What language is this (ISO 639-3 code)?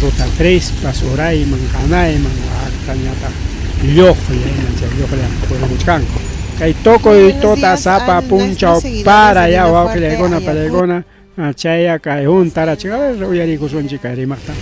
quy